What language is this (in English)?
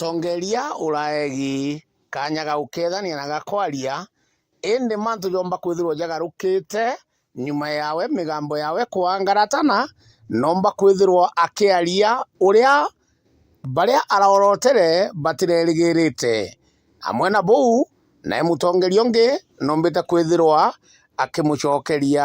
Meru